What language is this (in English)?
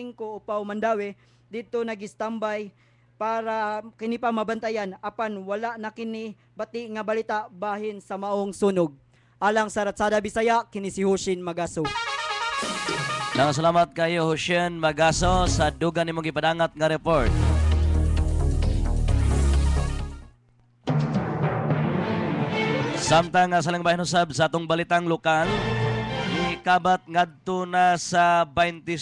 Cebuano